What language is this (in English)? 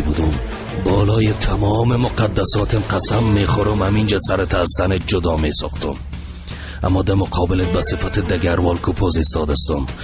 Persian